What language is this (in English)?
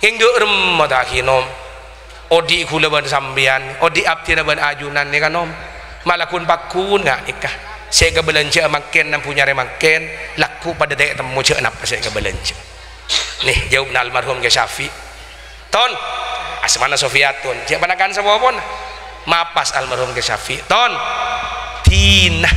Madurese